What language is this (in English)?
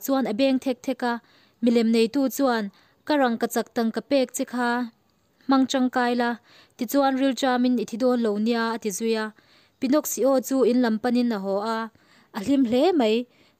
Mizo